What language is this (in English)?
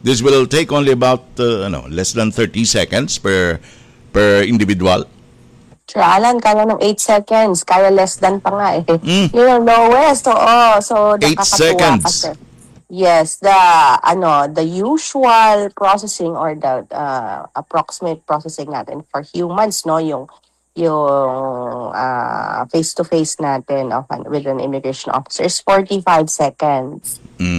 Filipino